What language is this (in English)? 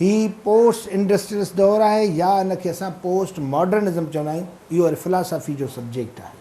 Sindhi